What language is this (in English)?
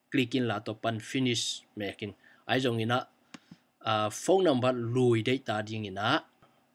Tedim Chin